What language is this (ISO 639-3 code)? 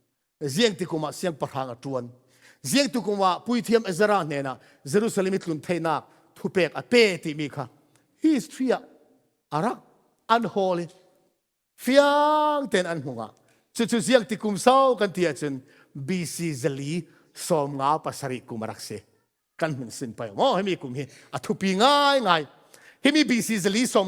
cfm